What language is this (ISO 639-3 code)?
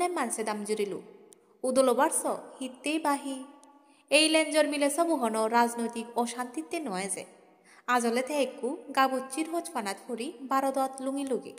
ccp